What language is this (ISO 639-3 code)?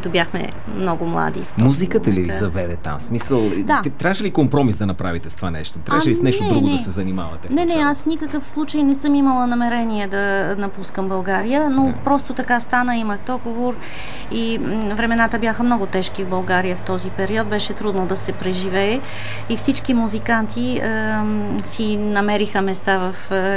bul